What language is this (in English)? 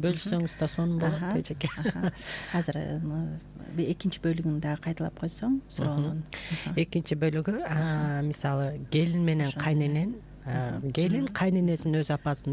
Kyrgyz